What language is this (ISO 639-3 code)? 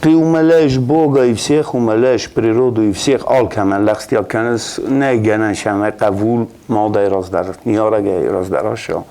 oss